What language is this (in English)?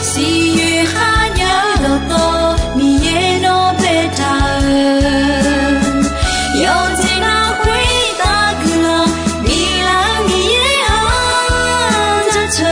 Akha